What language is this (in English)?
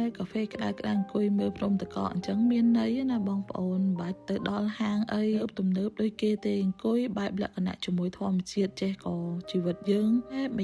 Khmer